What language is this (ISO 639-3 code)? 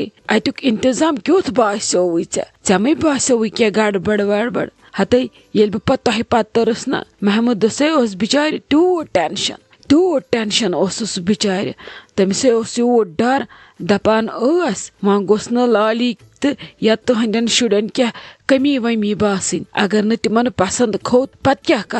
kas